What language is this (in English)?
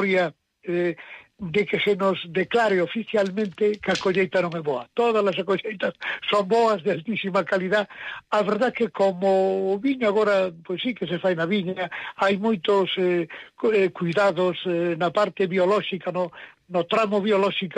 Galician